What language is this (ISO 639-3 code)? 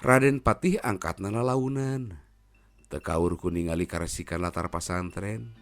sun